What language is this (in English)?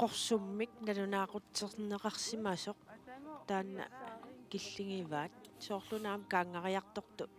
Kalaallisut